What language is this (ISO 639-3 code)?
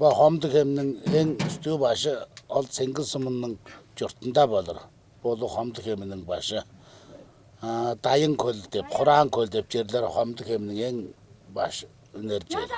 tyv